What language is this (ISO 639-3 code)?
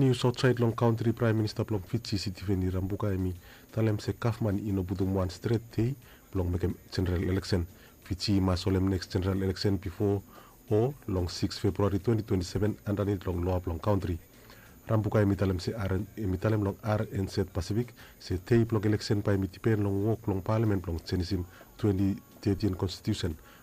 bis